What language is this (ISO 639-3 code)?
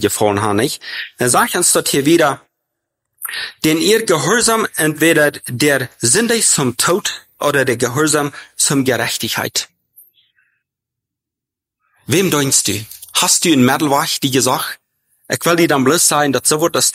deu